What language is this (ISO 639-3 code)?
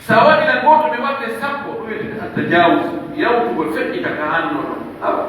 fuf